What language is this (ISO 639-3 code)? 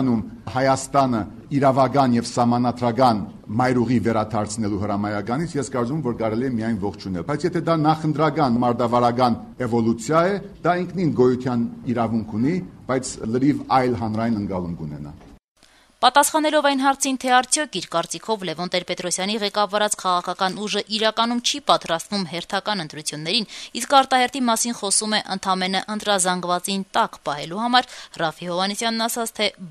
hye